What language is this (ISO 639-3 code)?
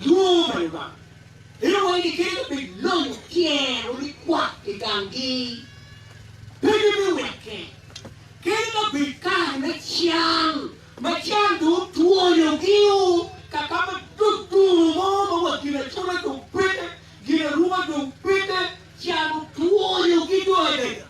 ach